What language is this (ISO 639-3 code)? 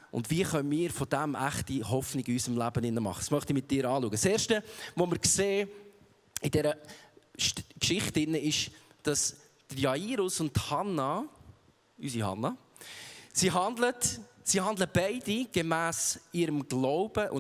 gsw